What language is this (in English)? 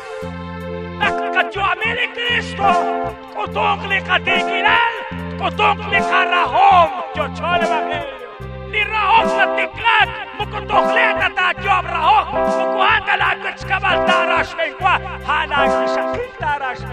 Kekchí